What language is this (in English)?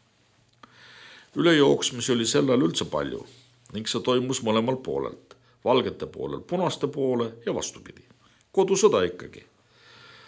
Estonian